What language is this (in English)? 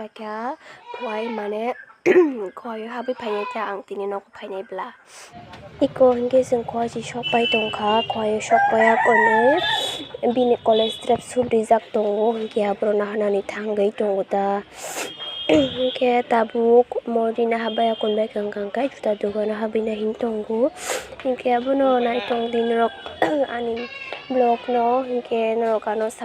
Kok Borok